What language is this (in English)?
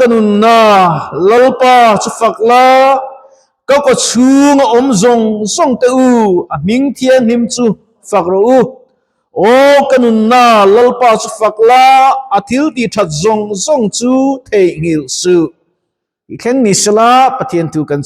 Mizo